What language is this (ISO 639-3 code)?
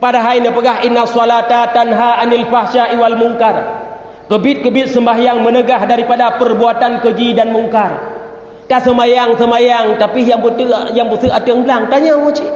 ace